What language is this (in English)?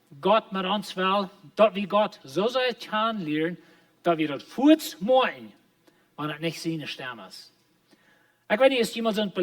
Plautdietsch